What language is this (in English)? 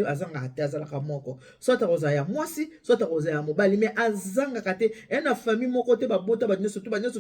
Lingala